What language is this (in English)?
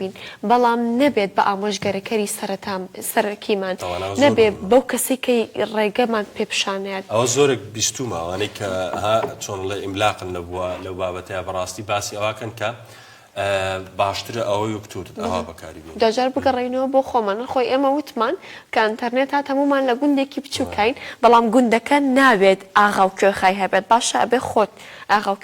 Central Kurdish